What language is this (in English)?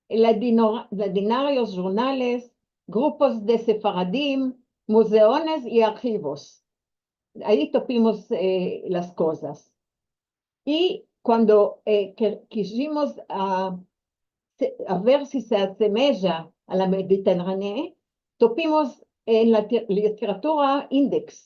Ladino